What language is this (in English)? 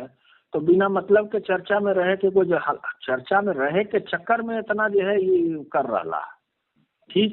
Magahi